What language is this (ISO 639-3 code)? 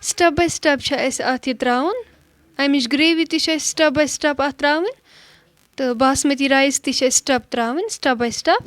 kas